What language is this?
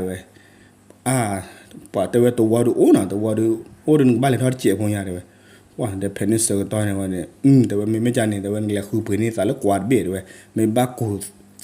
S'gaw Karen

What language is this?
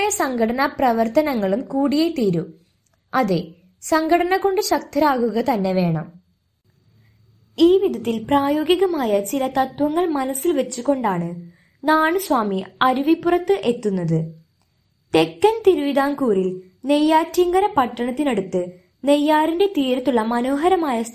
Malayalam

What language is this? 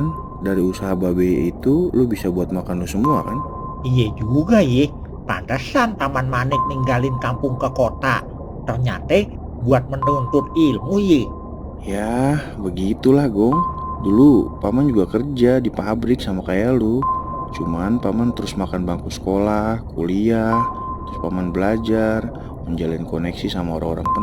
Betawi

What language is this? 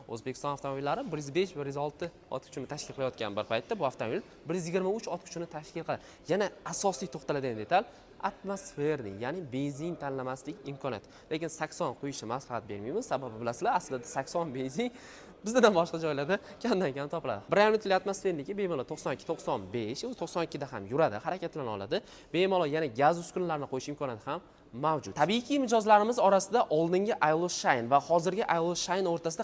Uzbek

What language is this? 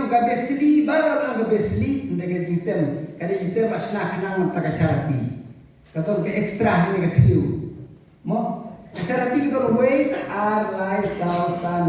Khasi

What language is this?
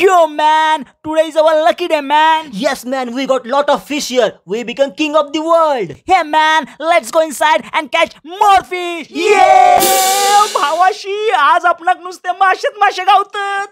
Konkani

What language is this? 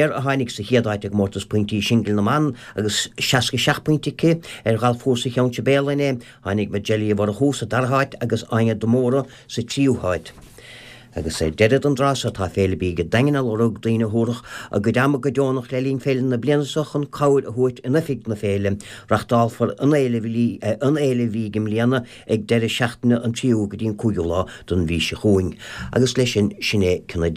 Irish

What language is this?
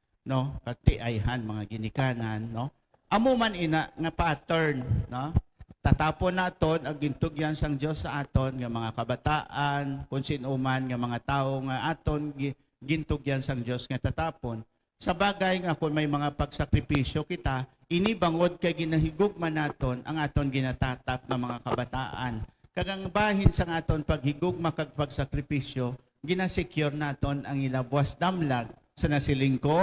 Hiligaynon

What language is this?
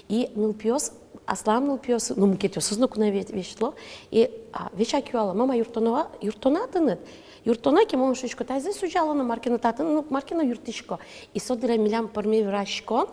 Udmurt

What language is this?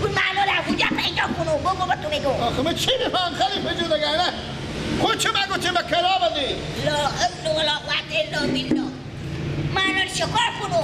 Persian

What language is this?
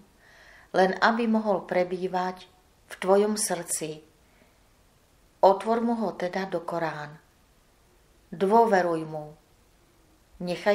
Slovak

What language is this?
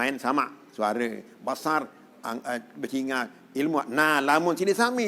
Sasak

